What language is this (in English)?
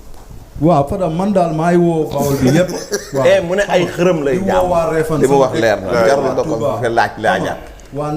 Wolof